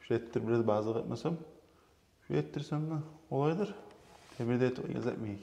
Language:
Kumyk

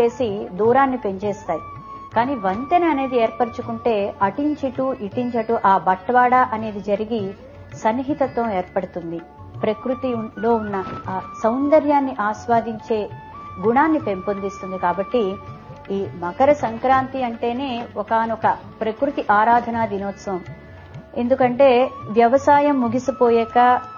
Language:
Telugu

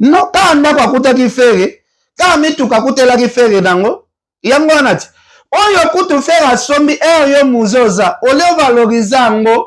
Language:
Lingala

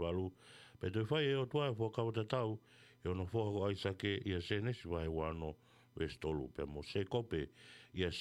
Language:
Tongan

